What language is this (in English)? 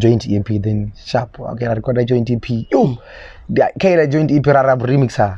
Venda